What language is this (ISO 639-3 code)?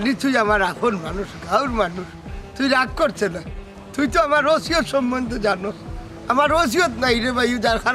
syl